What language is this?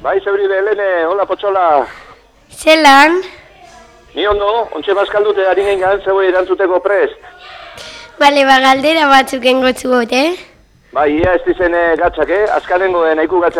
Basque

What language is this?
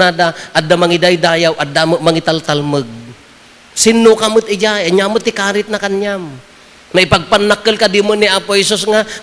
Iloko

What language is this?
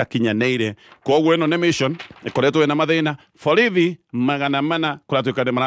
Kikuyu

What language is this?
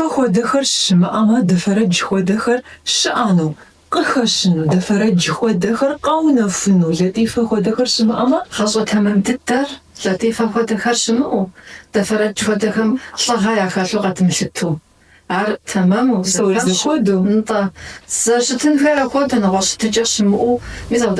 Kabardian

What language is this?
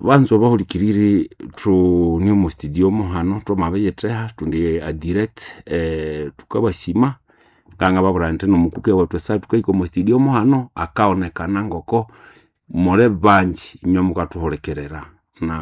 Nande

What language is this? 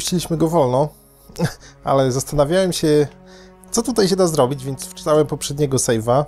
Polish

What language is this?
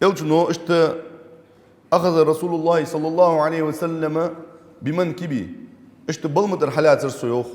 Ingush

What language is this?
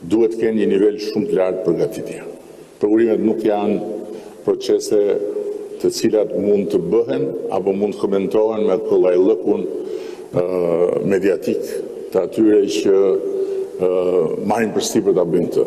Albanian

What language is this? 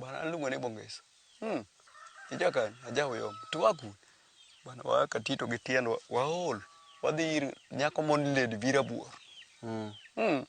Luo (Kenya and Tanzania)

